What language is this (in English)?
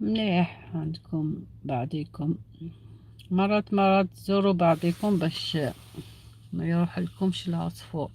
Algerian Arabic